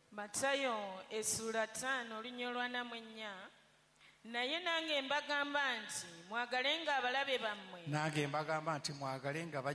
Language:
Ganda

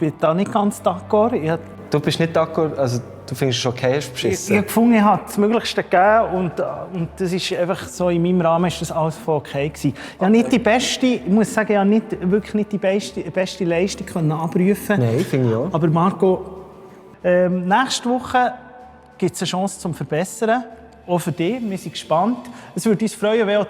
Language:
Swiss German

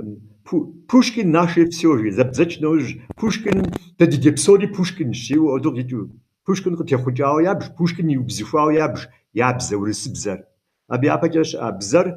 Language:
Kabardian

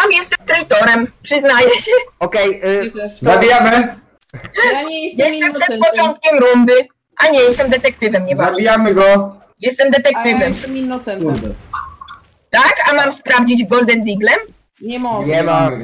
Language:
Polish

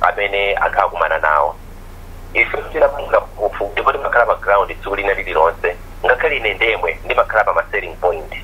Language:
Nyanja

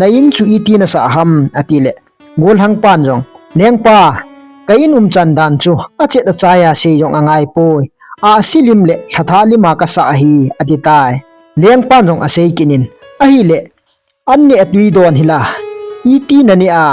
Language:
Thado Chin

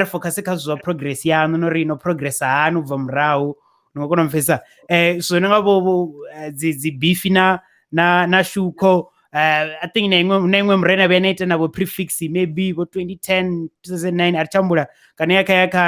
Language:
Venda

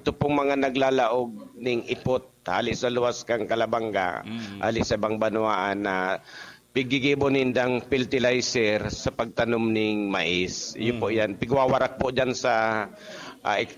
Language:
Bikol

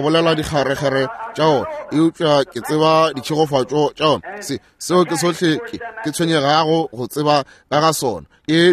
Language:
Northern Sotho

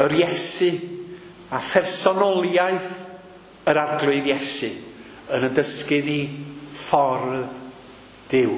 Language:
Welsh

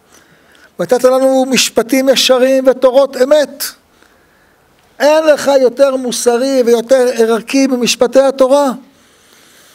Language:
Hebrew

